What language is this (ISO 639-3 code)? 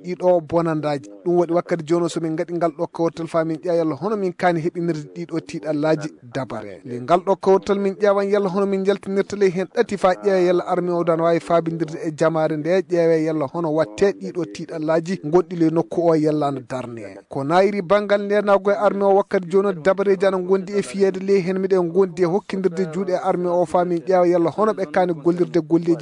ful